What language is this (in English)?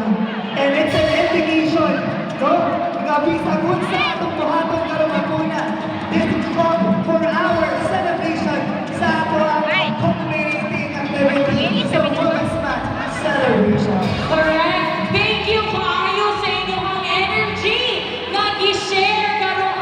Cebuano